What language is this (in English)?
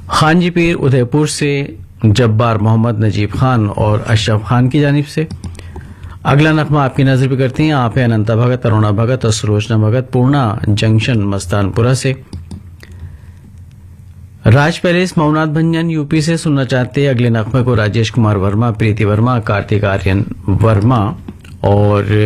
Hindi